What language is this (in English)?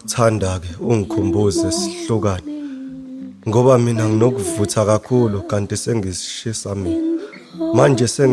Zulu